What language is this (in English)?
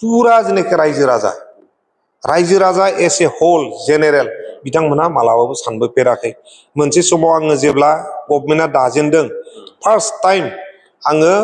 Bodo